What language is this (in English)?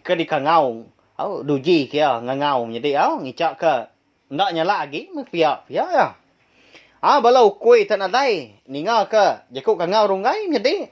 Iban